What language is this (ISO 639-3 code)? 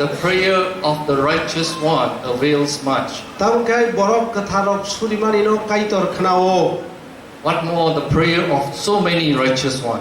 trp